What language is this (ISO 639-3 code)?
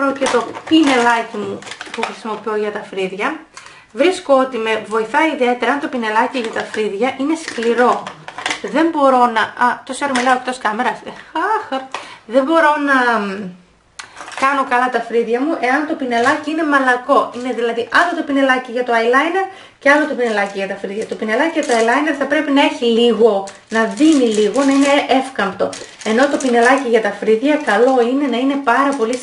ell